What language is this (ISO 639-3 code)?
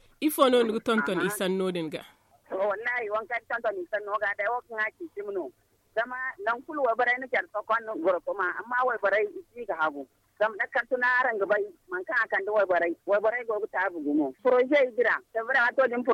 dje